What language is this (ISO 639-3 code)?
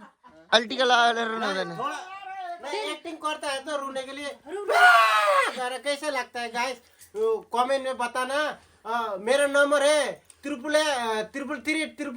nep